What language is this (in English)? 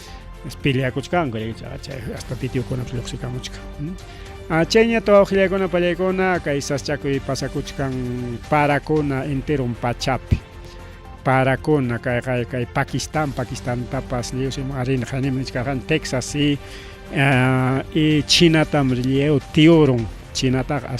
Ayacucho Quechua